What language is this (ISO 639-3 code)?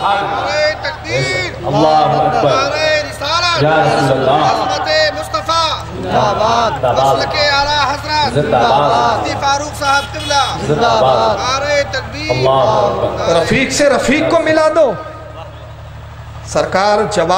urd